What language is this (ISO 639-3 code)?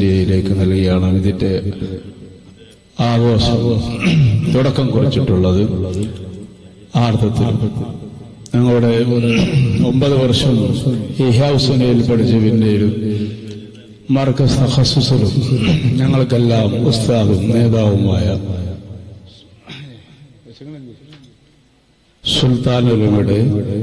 mal